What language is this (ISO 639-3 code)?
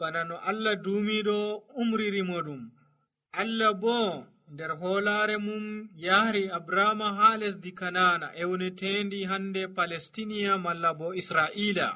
fuv